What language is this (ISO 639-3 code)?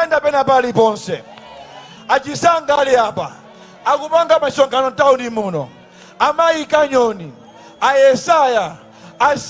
nya